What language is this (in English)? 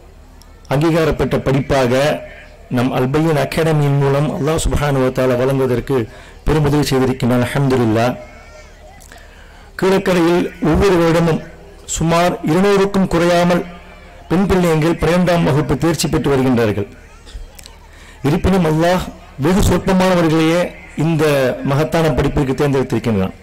Tamil